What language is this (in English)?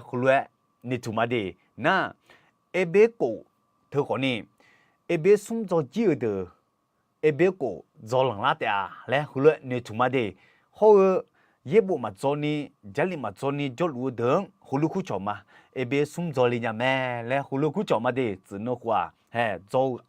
Akha